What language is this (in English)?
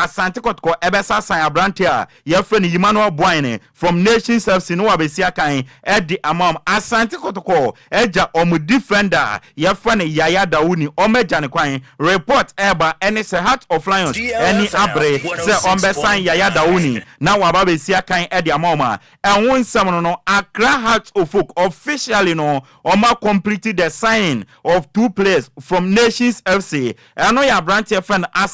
Akan